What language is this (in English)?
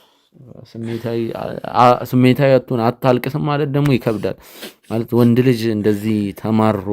Amharic